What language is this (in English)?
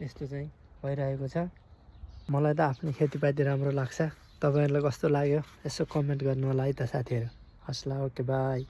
Nepali